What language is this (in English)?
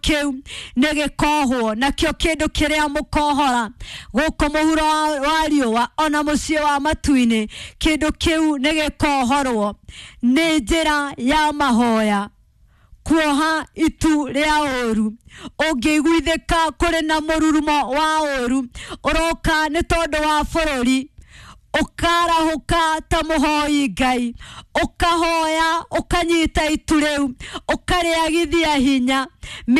Kikuyu